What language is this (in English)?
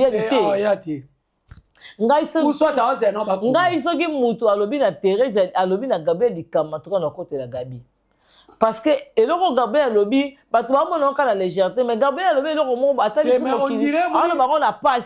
Lingala